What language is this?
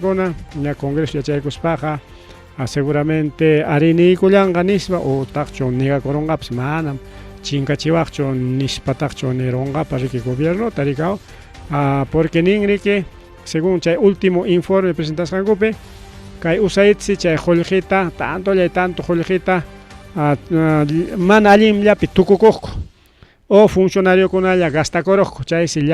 Ayacucho Quechua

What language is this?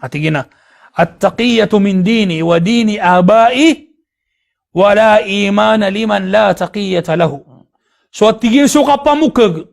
Maranao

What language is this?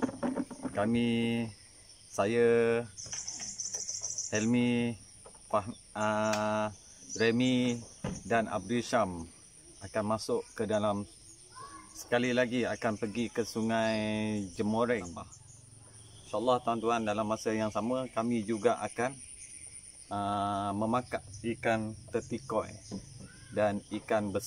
Malay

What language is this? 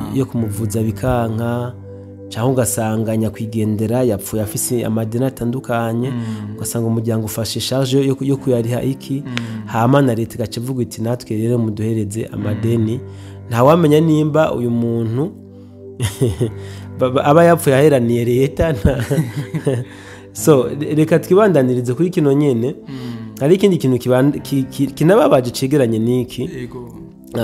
Rundi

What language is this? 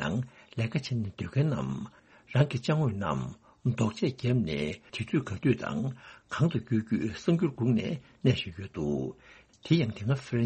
Tibetan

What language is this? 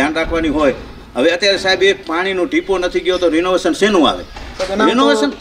Gujarati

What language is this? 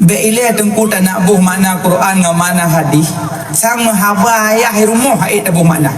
Achinese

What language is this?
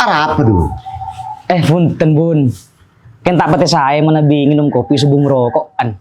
Madurese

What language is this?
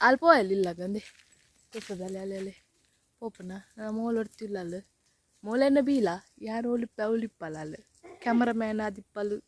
Tulu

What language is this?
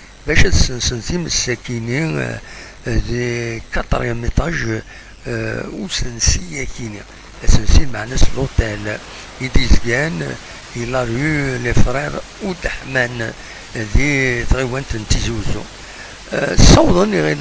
Kabyle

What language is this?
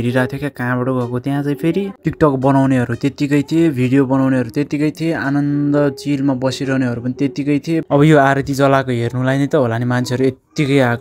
Nepali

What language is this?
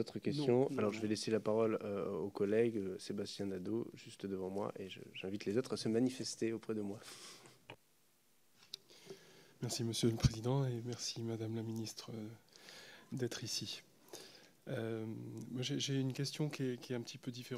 French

